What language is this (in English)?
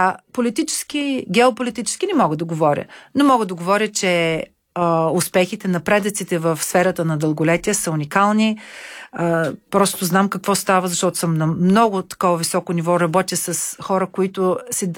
Bulgarian